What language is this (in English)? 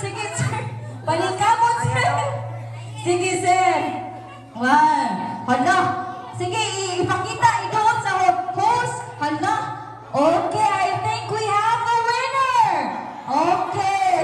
Cebuano